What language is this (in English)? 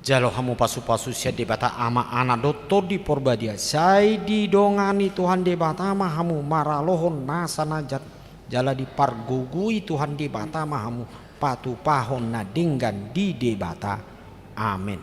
Batak Toba